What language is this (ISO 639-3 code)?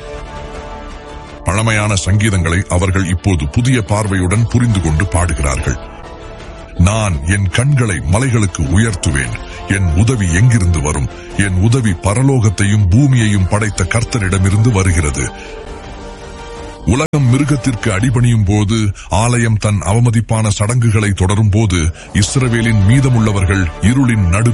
tam